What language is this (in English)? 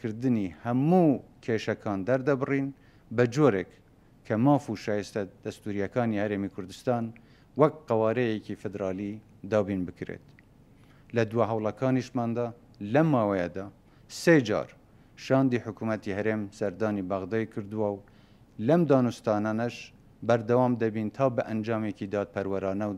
Central Kurdish